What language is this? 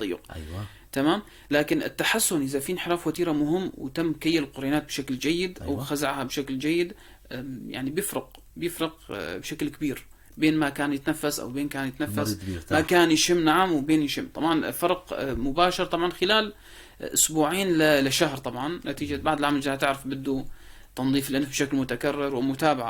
North Levantine Arabic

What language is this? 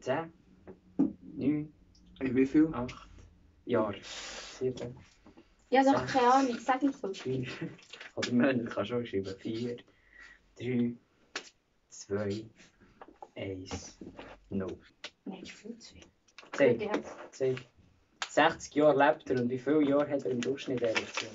Swiss German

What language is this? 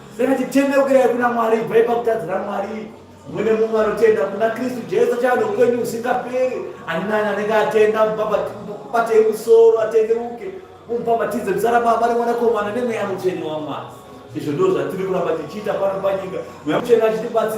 Shona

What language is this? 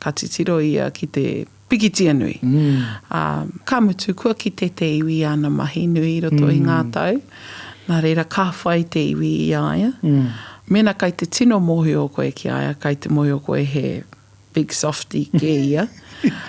Māori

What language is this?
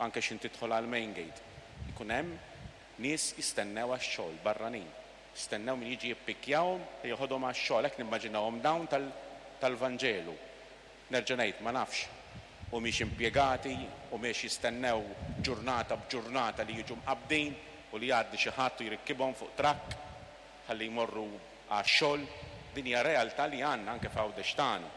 Maltese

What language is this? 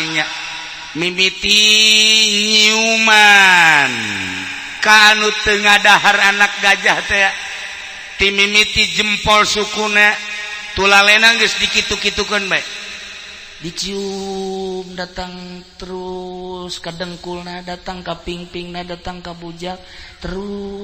Sundanese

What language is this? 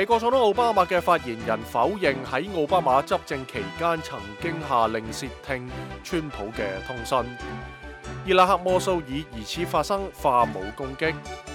Cantonese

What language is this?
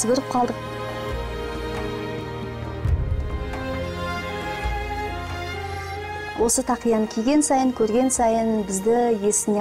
Kazakh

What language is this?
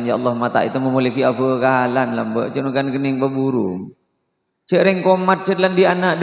Madurese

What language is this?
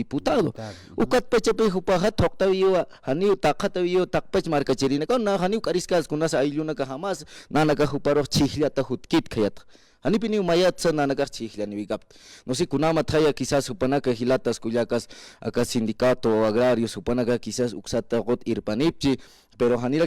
Aymara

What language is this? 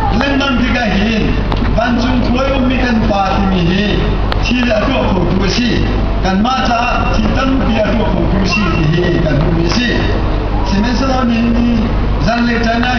Hakha Chin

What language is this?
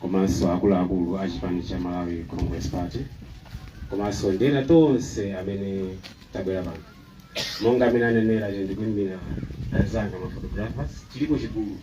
Nyanja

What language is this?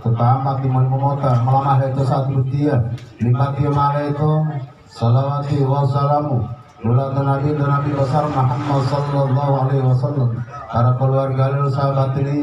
Gorontalo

